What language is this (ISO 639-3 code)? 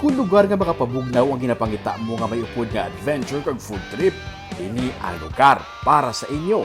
hil